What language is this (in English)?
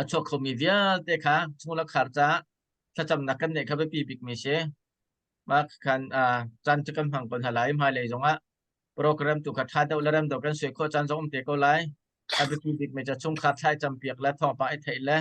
Hakha Chin